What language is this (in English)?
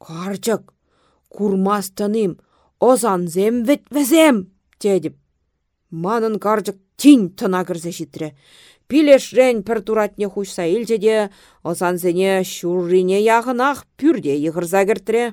Chuvash